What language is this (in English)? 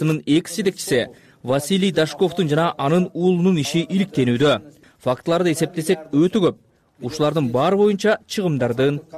Kyrgyz